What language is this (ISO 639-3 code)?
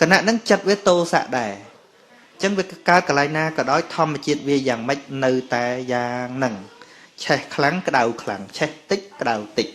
khm